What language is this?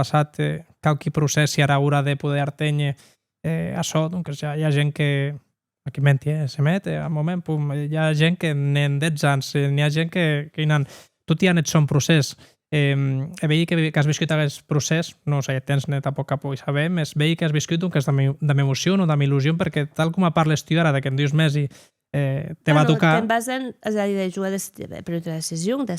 Occitan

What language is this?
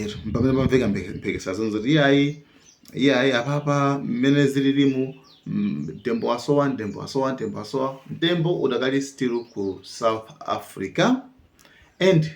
Nyanja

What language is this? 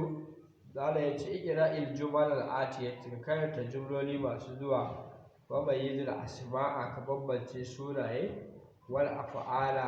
Hausa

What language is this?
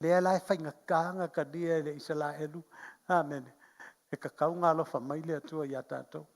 Samoan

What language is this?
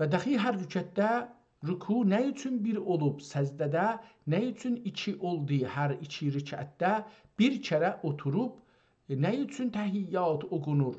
South Azerbaijani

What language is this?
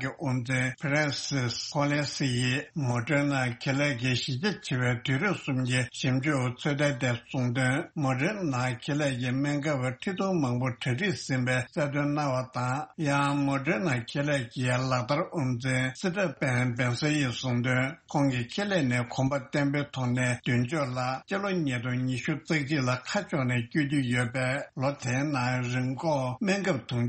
Tibetan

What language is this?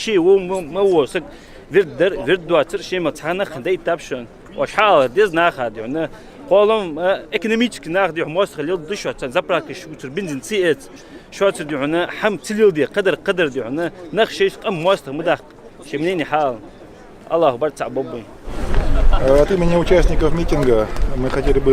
Ingush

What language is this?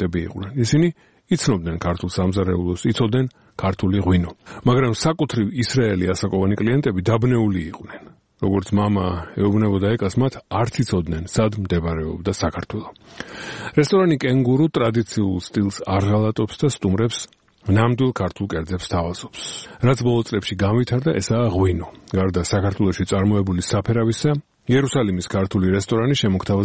Georgian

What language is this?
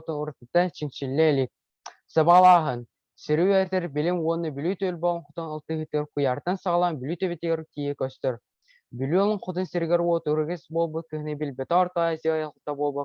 Yakut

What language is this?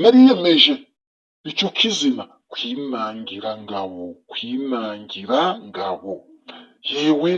Kinyarwanda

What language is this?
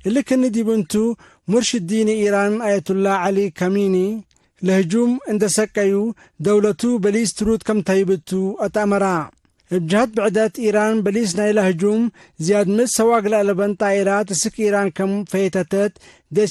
Tigre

